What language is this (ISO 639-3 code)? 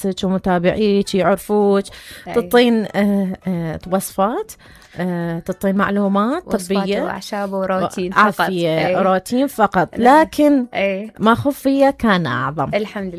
acm